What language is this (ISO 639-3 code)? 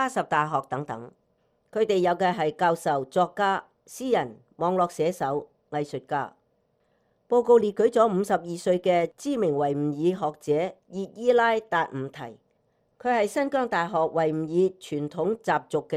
yue